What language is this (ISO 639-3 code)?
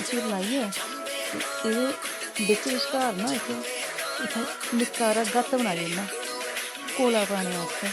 doi